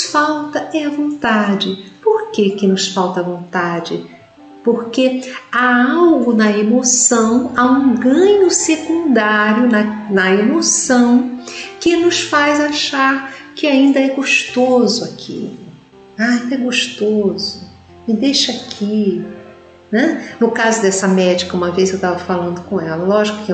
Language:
Portuguese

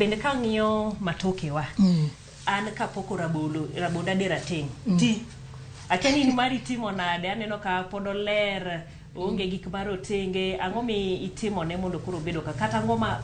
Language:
Luo (Kenya and Tanzania)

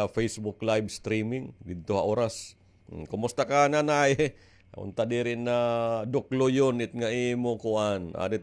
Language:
Waray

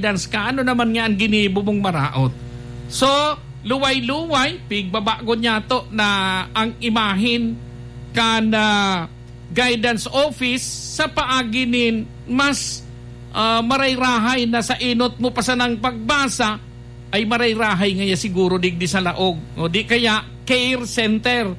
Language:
Bikol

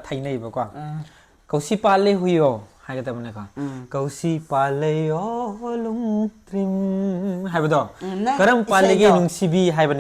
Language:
Manipuri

